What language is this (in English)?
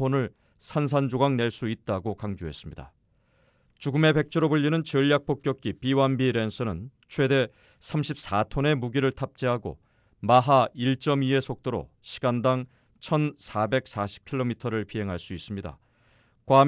Korean